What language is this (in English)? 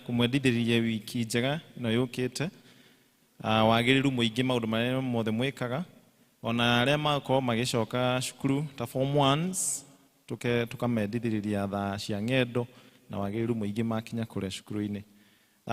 Kikuyu